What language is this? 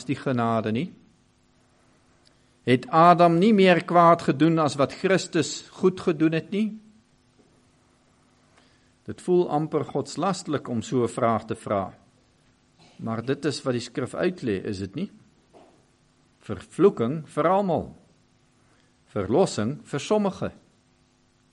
Afrikaans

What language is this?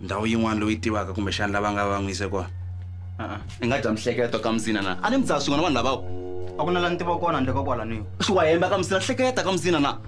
Tsonga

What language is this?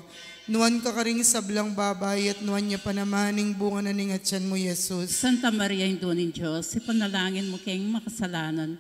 Pampanga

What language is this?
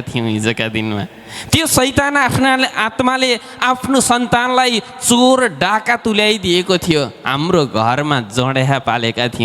Nepali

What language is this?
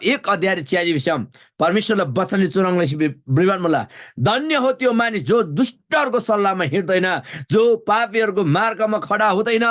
Eastern Tamang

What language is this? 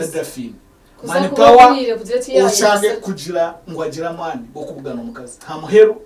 Nyankole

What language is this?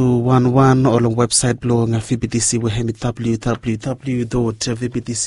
Bislama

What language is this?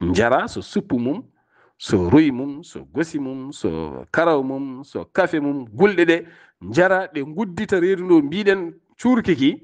Fula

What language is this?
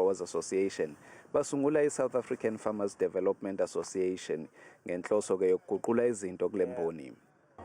Zulu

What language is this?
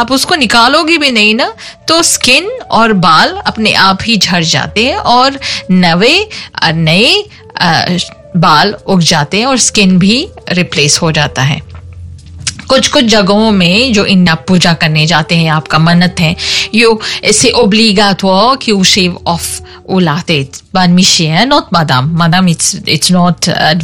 Hindi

